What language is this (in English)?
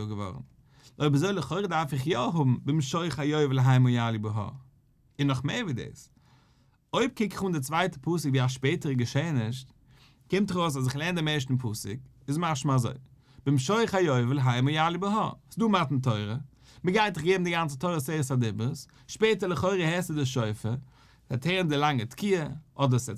Yiddish